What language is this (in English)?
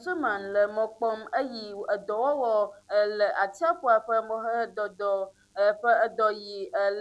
Ewe